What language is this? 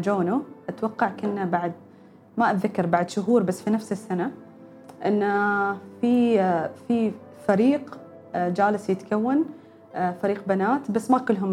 Gulf Arabic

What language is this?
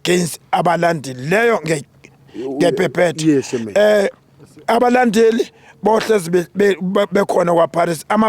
Zulu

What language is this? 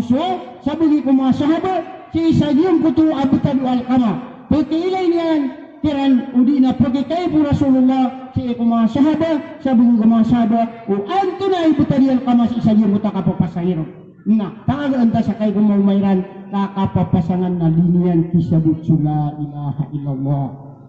Maranao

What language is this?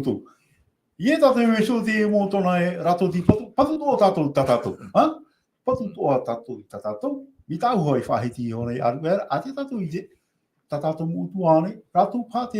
Tahitian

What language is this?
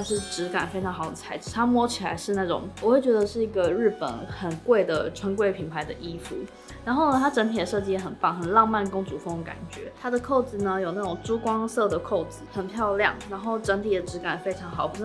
Chinese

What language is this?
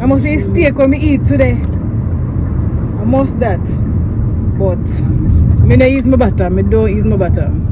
Jamaican Creole English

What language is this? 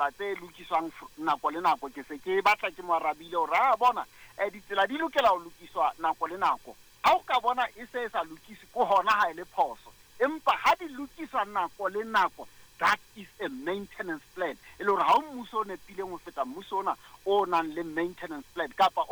Southern Sotho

